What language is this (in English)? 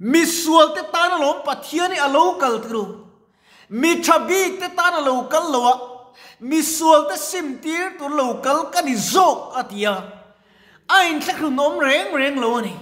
Mizo